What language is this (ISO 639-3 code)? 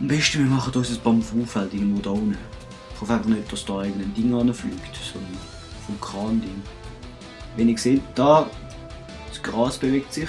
gsw